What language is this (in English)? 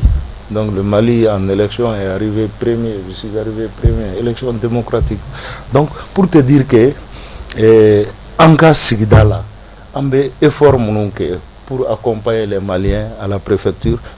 Bambara